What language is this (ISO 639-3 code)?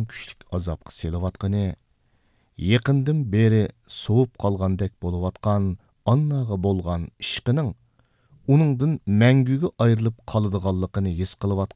uig